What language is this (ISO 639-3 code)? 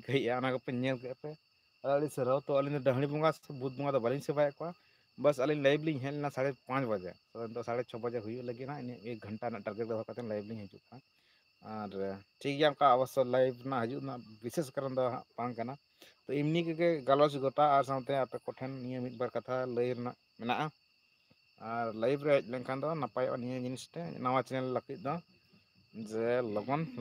sat